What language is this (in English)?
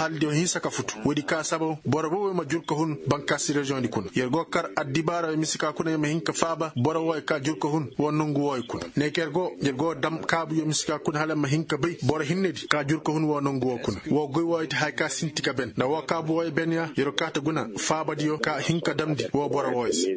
Koyraboro Senni